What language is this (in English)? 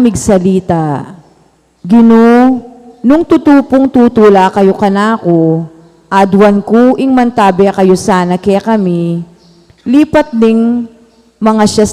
Pampanga